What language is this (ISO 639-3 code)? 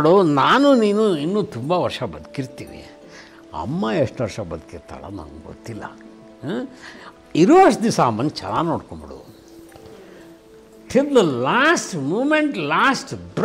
kan